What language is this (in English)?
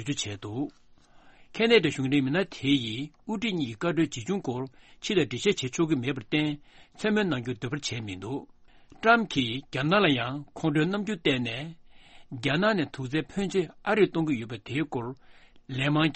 Tibetan